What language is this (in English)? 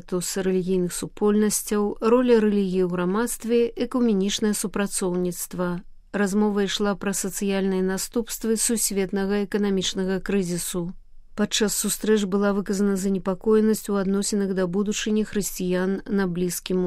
Belarusian